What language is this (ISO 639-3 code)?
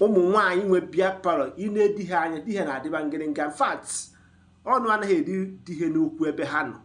ibo